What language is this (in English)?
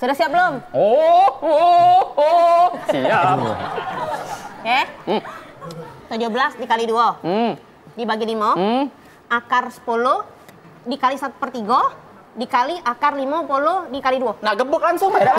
Musi